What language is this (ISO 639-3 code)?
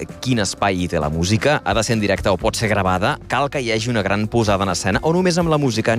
cat